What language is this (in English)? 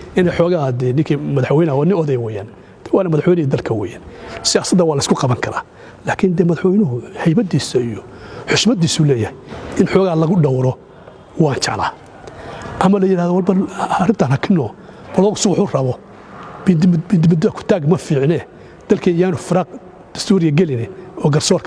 Somali